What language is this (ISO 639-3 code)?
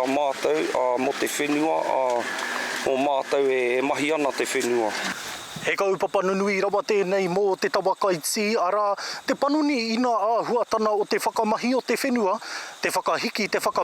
mri